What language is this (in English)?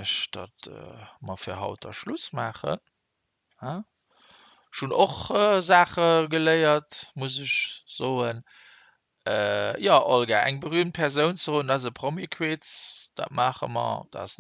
Luxembourgish